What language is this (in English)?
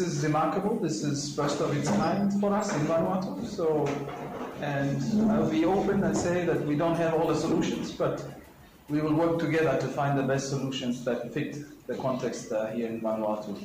Bislama